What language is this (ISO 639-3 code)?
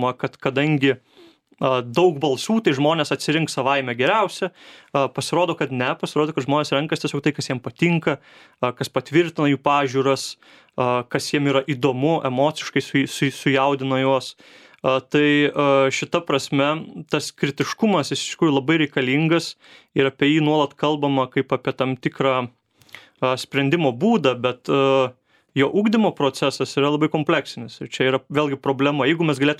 lit